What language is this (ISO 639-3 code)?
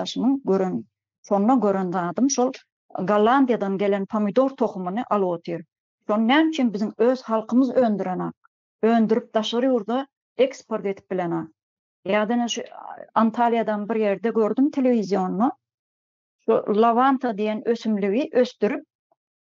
tuk